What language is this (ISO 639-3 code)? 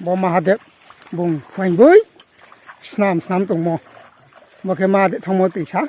ria